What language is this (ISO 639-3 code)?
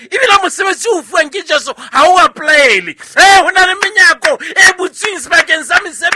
sot